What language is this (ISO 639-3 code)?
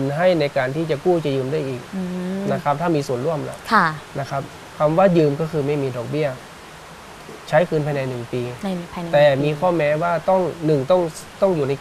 tha